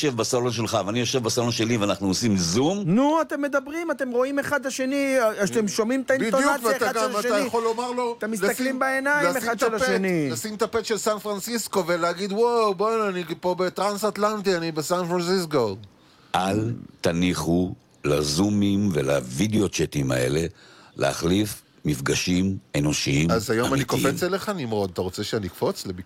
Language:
Hebrew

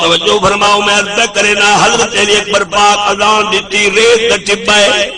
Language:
Saraiki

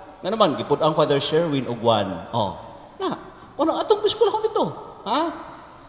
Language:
Cebuano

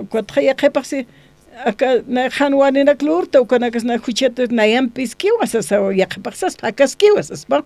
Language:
Aymara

